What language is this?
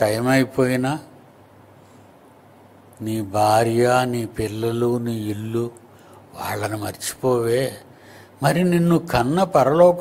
Telugu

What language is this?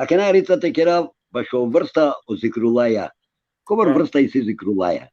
Balkan Romani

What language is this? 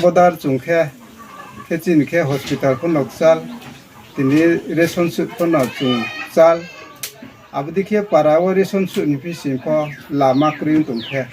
Riang (India)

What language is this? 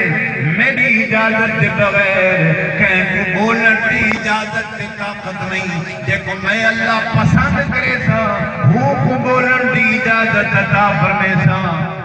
Saraiki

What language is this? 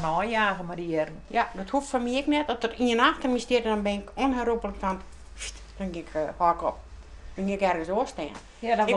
Western Frisian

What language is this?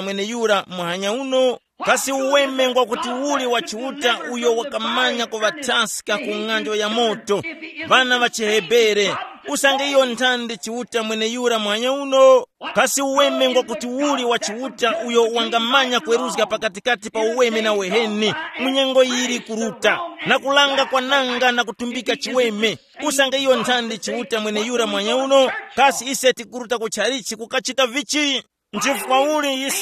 Tumbuka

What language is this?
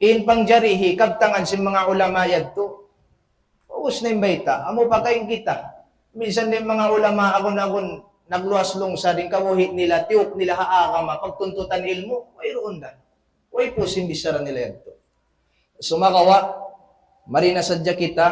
Tausug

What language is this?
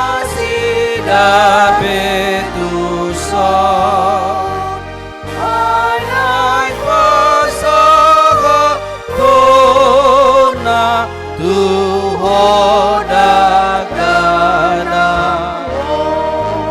Batak Toba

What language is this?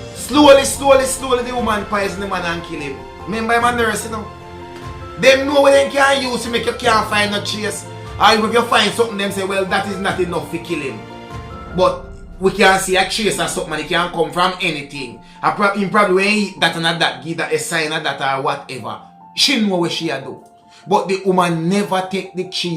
Jamaican Creole English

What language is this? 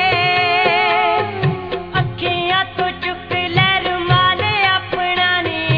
Punjabi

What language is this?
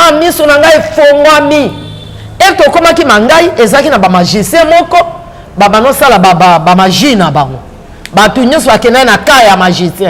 Lingala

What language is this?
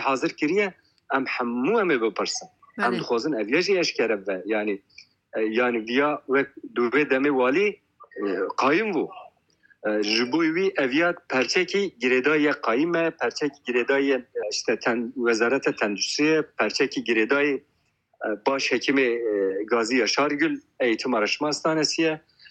Kurdish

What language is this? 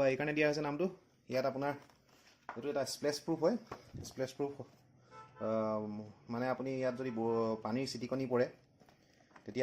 Assamese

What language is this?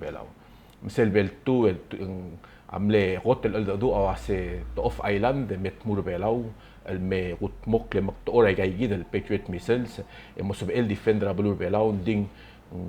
Palauan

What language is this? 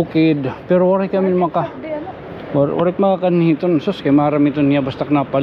Waray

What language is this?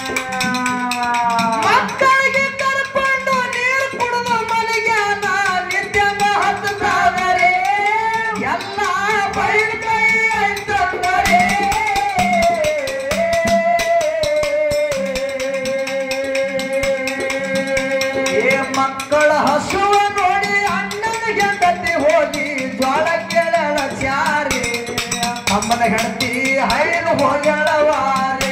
Kannada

